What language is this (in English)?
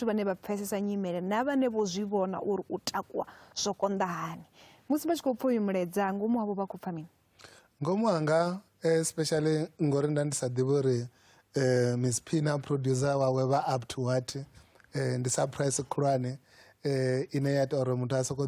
Venda